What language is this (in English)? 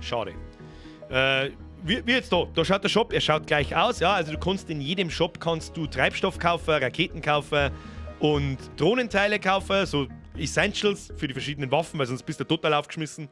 Bavarian